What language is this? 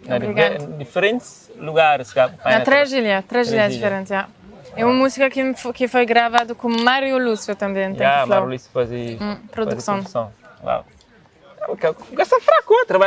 Kabuverdianu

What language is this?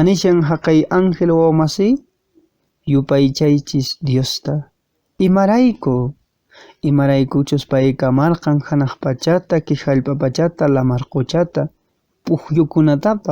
Quechua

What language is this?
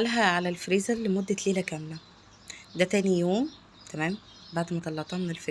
Egyptian Arabic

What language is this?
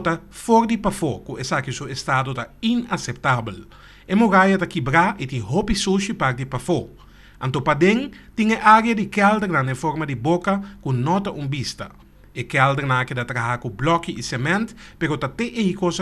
Papiamento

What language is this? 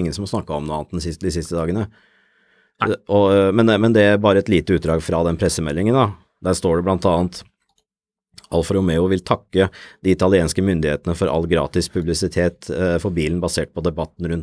Norwegian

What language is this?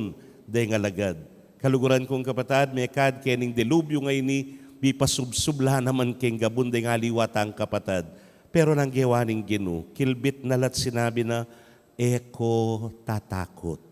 Pampanga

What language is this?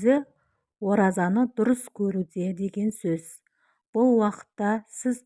Kazakh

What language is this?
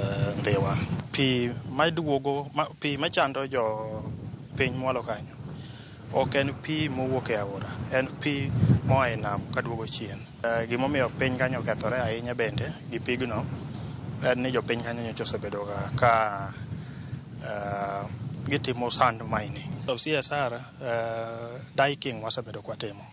Luo (Kenya and Tanzania)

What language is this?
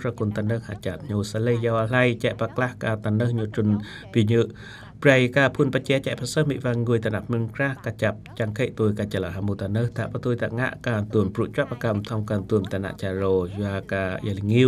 Eastern Cham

